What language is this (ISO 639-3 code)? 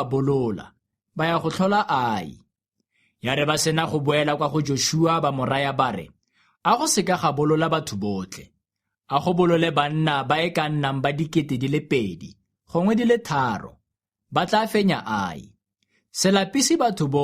tsn